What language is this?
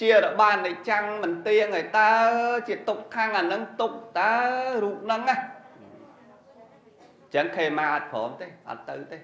Khmer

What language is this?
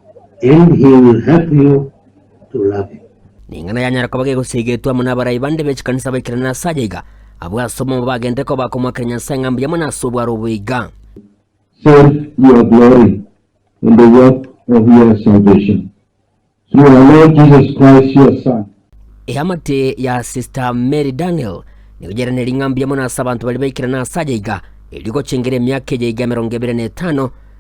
Gusii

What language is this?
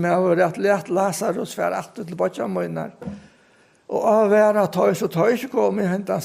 Faroese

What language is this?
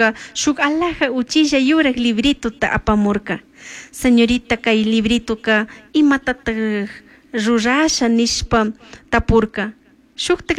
Chimborazo Highland Quichua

